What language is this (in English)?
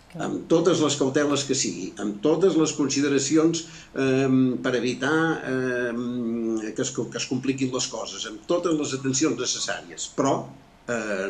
Catalan